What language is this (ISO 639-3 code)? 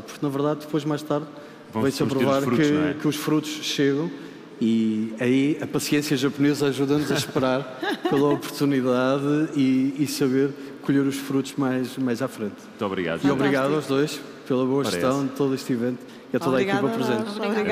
por